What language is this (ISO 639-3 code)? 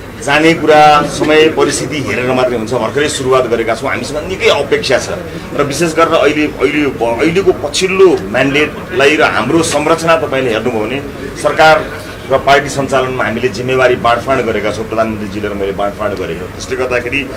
nep